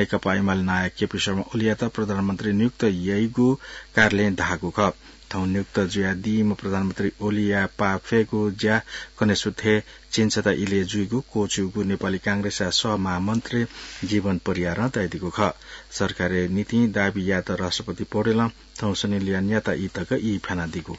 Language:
Newari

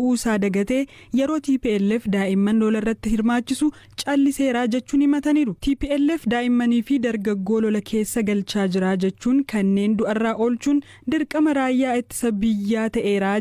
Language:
Oromo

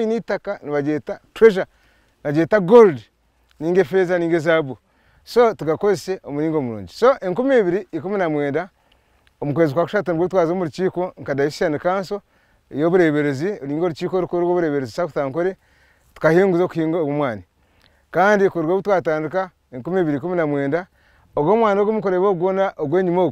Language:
Nyankole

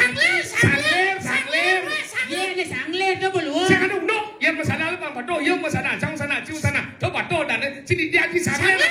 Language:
Balinese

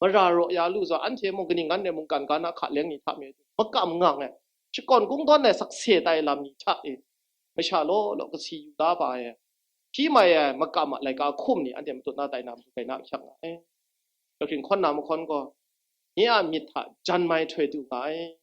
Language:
Kachin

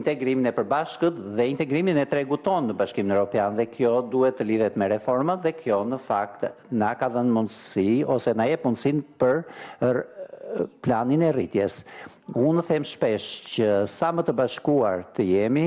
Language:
Albanian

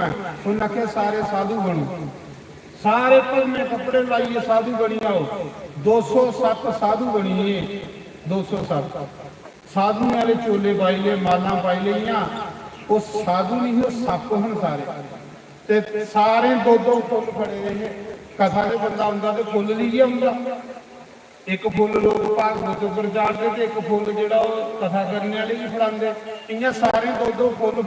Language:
Dogri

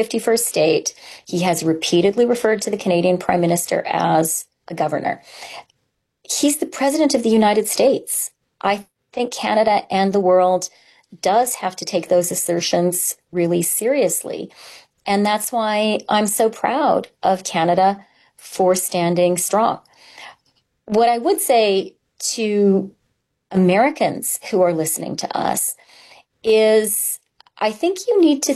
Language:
English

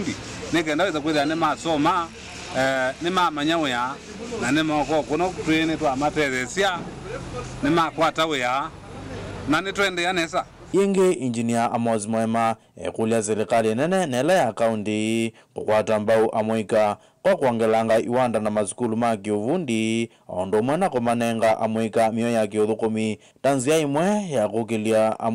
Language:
Kamba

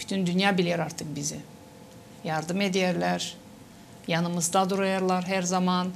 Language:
Gagauz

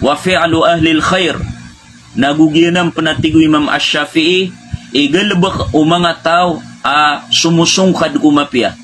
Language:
Maranao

